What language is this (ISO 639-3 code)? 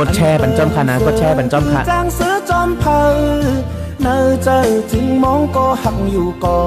shn